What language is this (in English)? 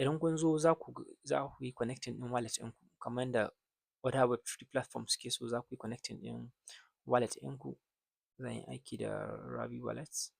Hausa